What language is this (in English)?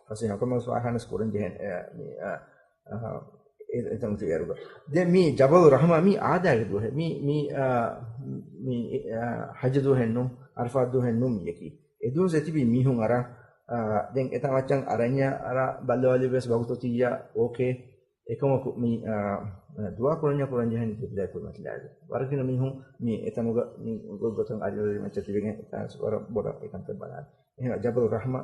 Divehi